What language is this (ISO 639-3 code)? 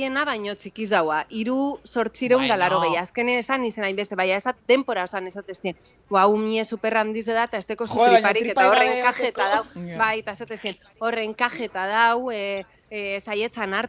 eus